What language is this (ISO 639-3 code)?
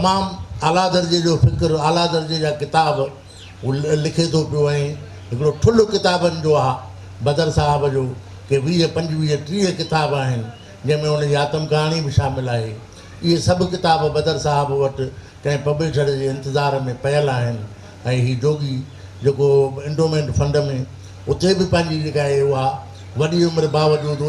snd